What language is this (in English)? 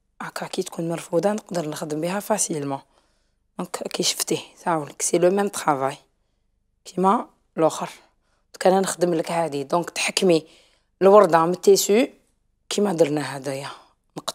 Algerian Arabic